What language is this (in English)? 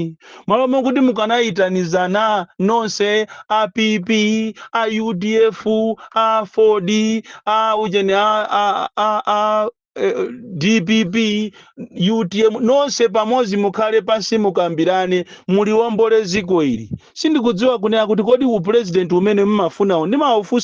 Nyanja